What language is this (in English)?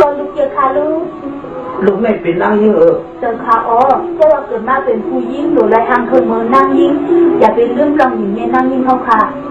Shan